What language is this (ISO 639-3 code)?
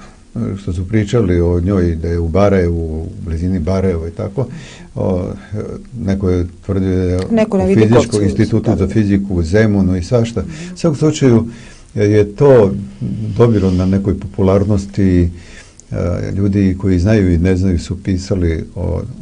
srp